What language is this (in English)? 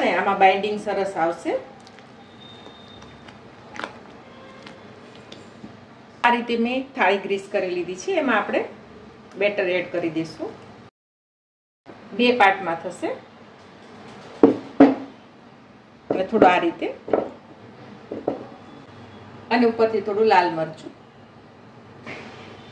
Gujarati